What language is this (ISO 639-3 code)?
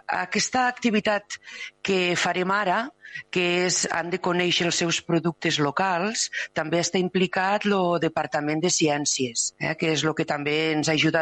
cat